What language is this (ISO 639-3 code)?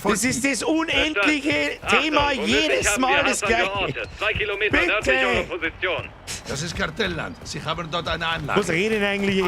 bar